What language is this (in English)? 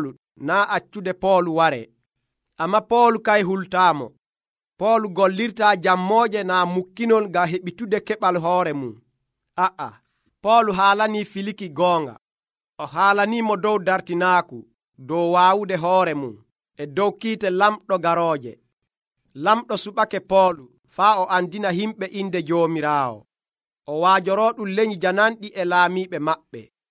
Nigerian Fulfulde